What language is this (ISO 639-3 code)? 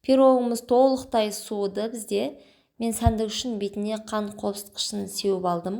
kaz